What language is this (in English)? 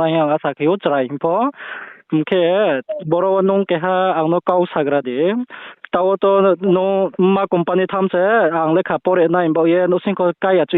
Riang (India)